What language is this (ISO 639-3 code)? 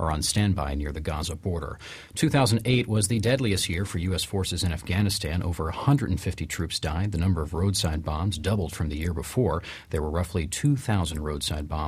eng